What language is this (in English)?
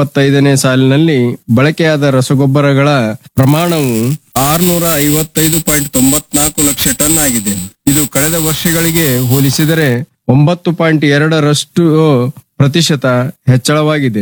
Kannada